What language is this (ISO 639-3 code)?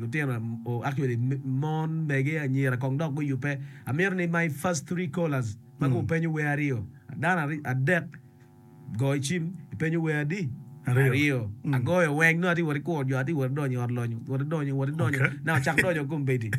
ach